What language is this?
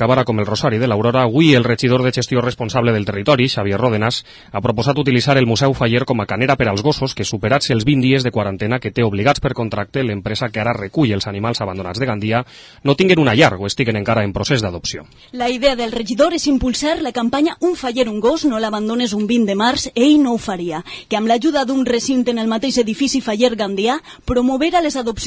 Catalan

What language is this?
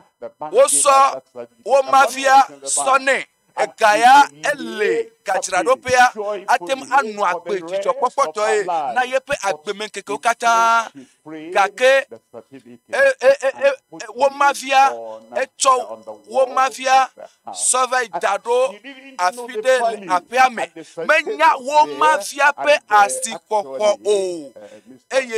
Ewe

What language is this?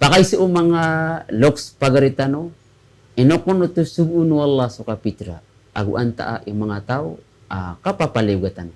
Maranao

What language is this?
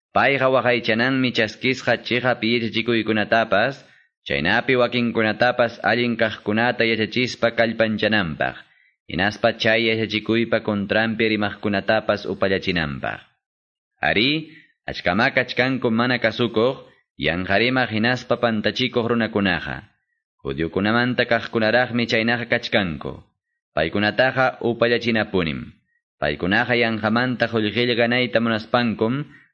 Ayacucho Quechua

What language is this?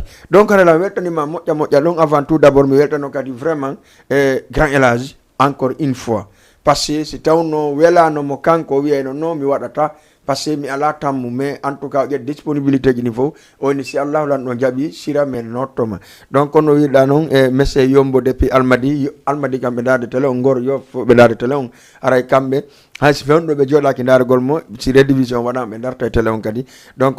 Fula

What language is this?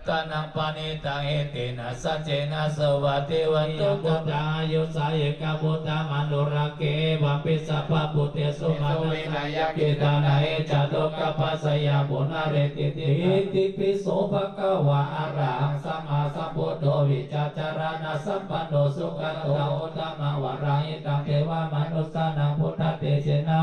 Pali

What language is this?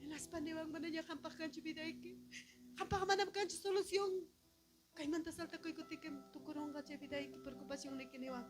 Ayacucho Quechua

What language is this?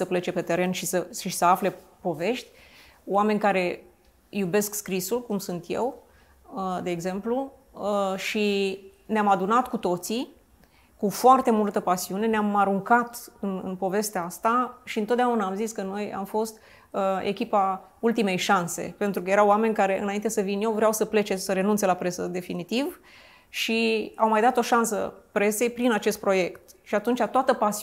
Romanian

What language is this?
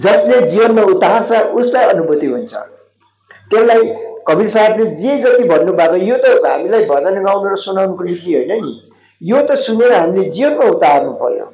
Nepali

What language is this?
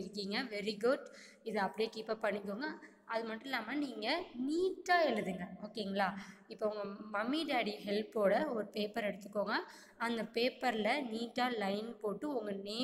Tamil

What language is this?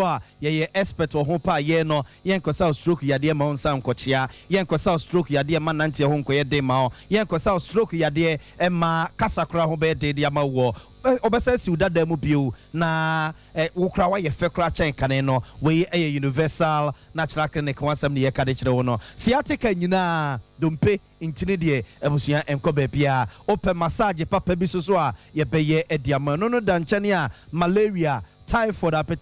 Akan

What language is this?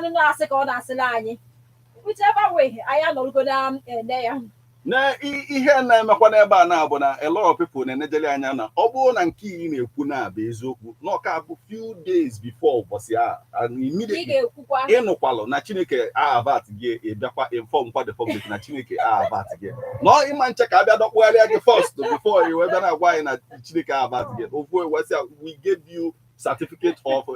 Igbo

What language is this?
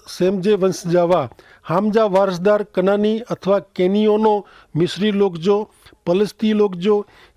Kachhi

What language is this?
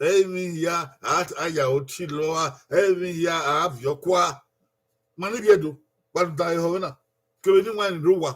Bini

